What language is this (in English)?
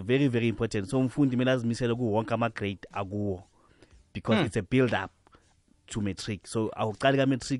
South Ndebele